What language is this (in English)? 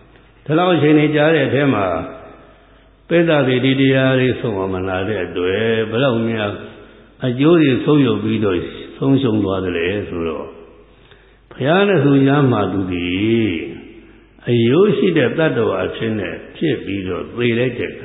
Burmese